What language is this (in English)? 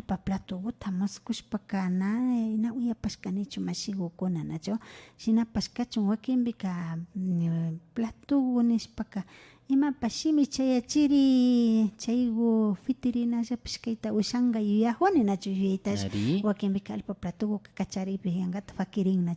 Imbabura Highland Quichua